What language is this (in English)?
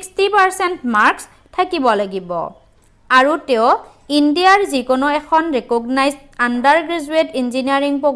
Assamese